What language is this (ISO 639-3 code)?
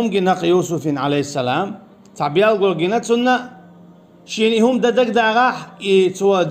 che